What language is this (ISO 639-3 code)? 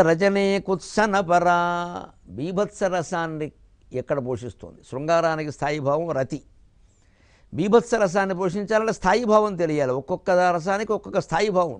tel